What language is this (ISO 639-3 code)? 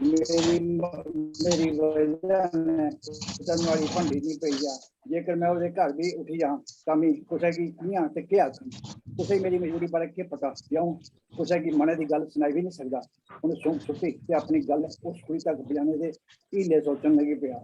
doi